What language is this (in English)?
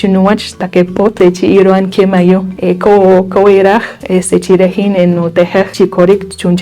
Poqomchi'